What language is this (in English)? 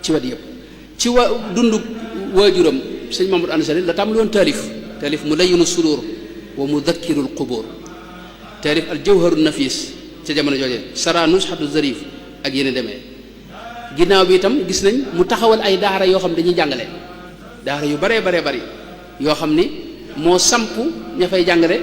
Wolof